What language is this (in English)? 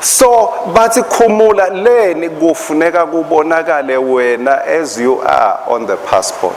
Swati